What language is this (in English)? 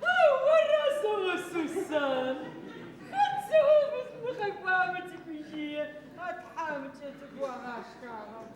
Adyghe